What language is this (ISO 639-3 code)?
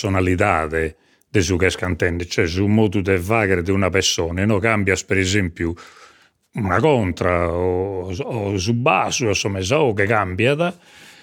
srd